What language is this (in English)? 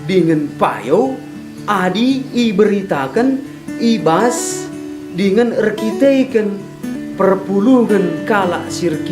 Batak Karo